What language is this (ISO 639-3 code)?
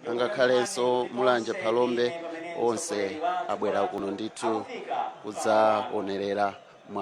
nya